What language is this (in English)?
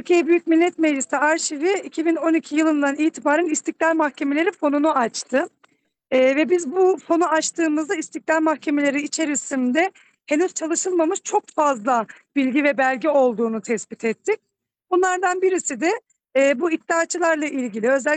Turkish